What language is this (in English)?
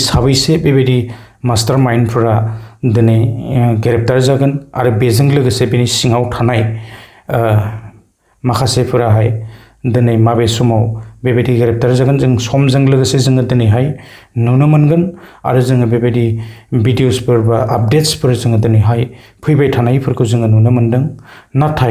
Bodo